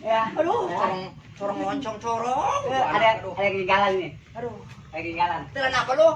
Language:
Betawi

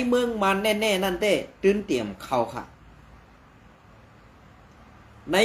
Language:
Shan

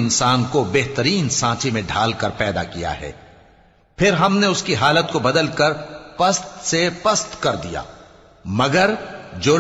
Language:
Urdu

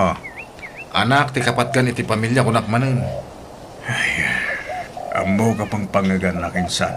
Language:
Iloko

